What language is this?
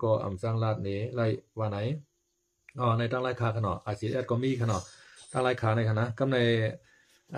Shan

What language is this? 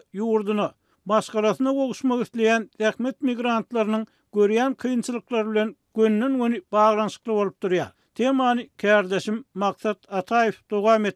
Turkmen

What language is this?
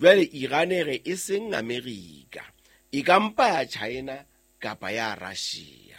Southern Sotho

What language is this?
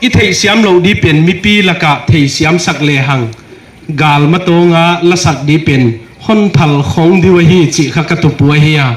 Paite Chin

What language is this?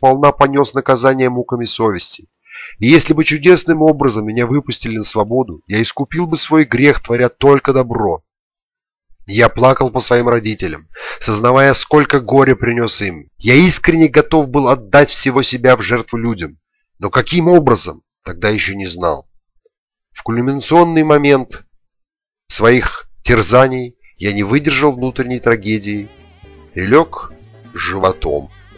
Russian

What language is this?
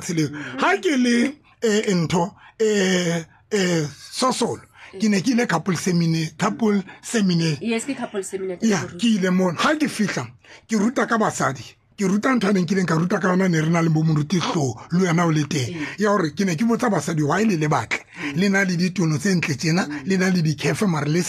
Tswana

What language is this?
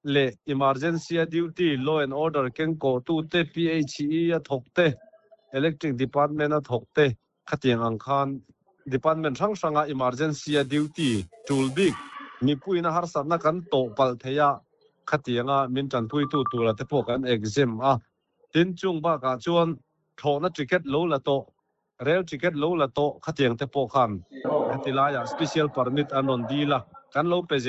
Mizo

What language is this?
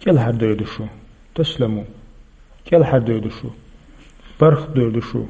Chechen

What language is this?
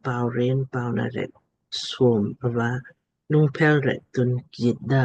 Lamkang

